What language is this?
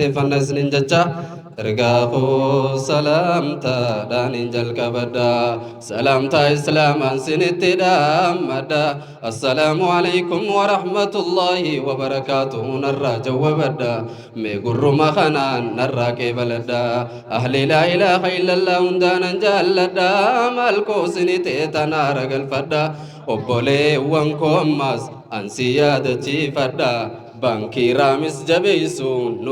Oromo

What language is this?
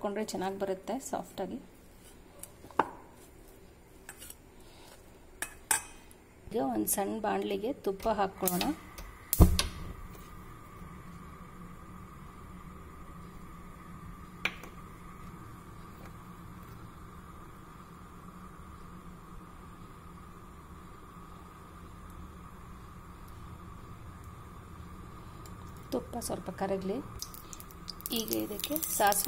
Kannada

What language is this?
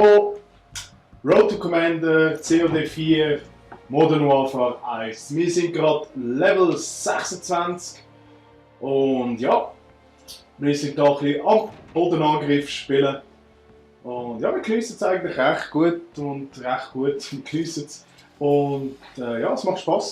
Swiss German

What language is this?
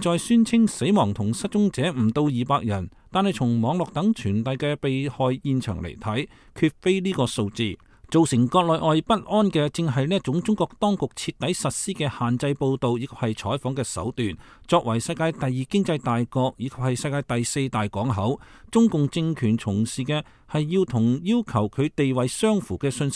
Cantonese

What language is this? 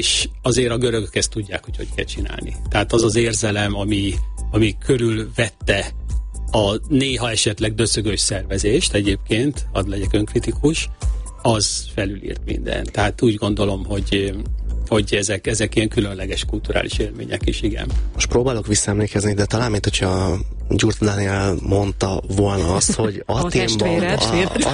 Hungarian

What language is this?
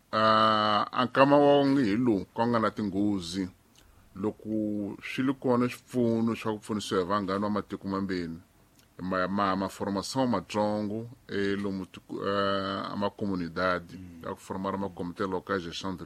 Tsonga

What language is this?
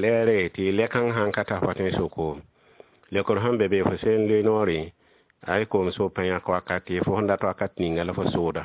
Mossi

